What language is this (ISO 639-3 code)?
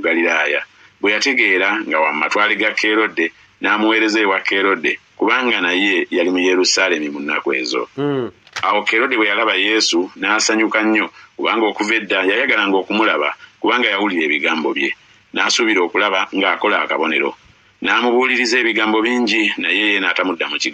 lug